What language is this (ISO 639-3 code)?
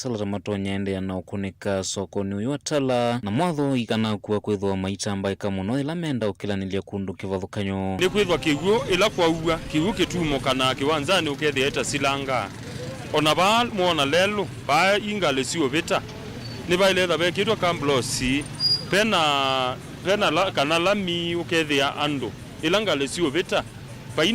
kam